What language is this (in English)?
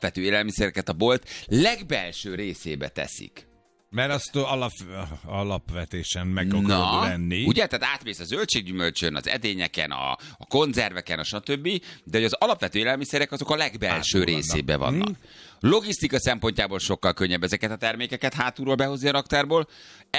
Hungarian